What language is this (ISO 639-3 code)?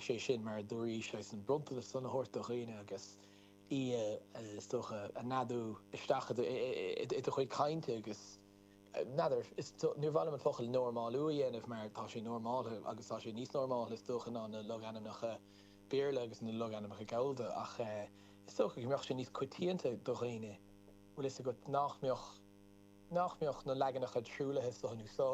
gle